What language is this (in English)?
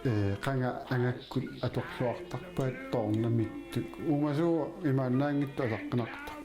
Kalaallisut